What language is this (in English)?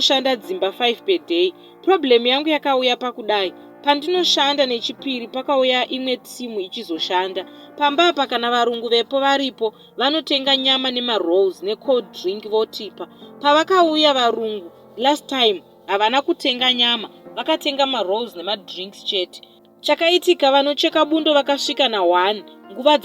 Shona